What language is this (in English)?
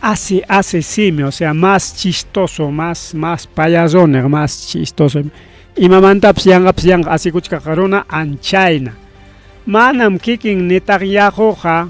Ayacucho Quechua